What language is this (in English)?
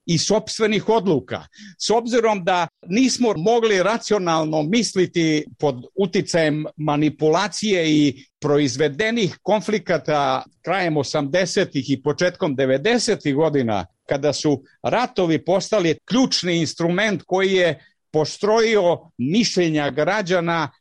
Serbian